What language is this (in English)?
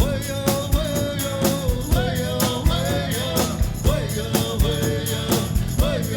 Atikamekw